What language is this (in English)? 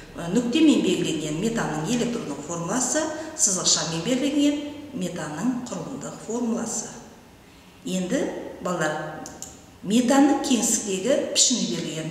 Kazakh